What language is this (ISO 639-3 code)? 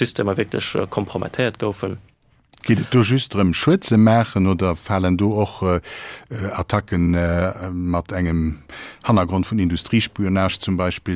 ltz